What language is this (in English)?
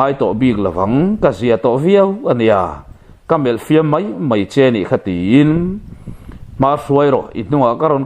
Mizo